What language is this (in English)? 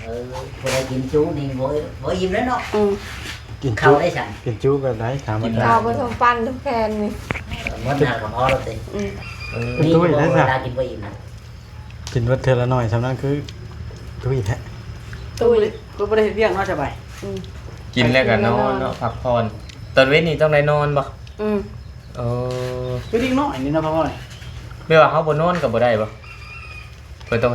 Lao